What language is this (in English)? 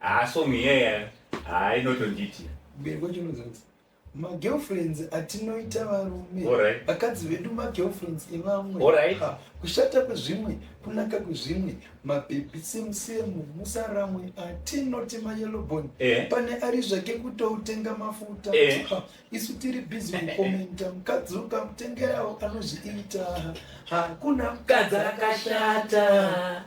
Shona